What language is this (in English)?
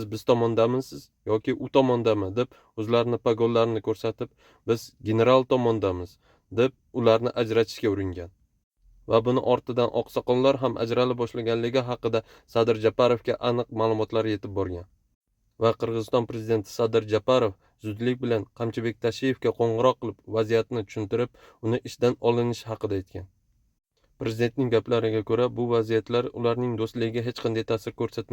Uzbek